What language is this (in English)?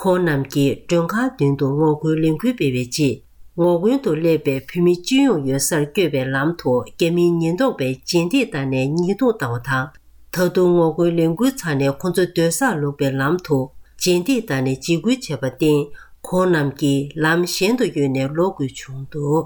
Tibetan